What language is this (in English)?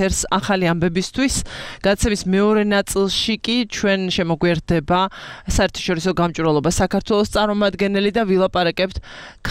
Georgian